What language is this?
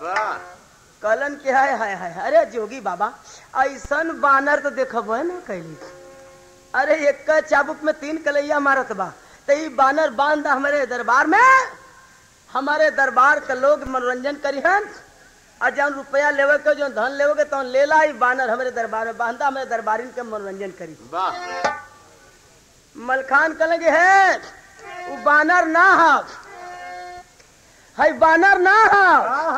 Bhojpuri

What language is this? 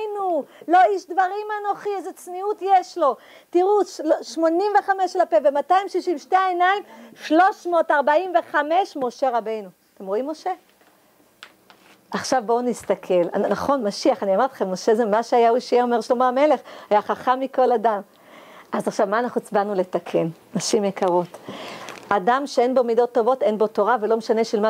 Hebrew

